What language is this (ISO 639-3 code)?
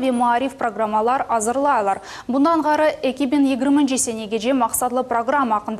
crh